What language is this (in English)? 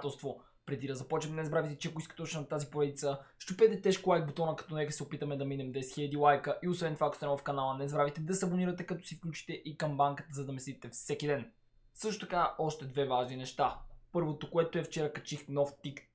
Bulgarian